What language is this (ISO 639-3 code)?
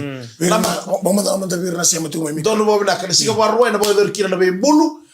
fij